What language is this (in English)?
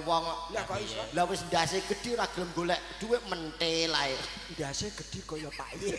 Javanese